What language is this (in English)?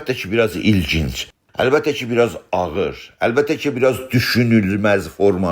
South Azerbaijani